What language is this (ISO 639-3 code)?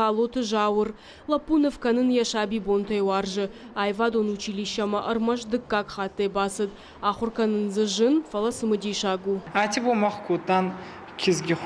oss